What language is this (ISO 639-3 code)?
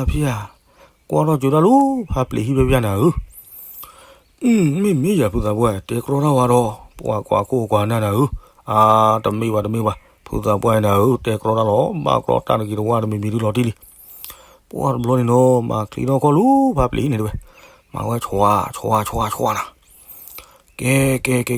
ksw